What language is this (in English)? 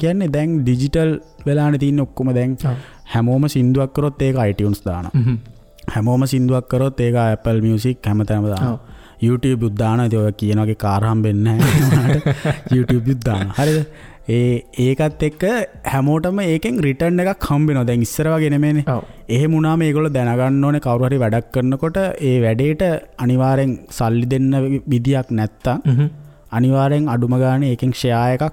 Sinhala